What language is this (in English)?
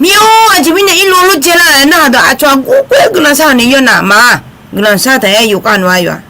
Akha